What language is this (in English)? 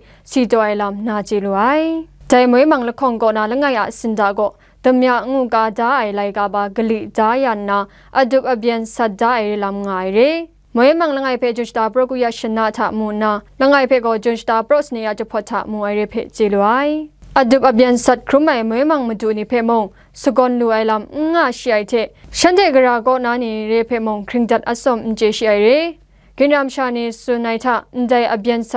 Kachin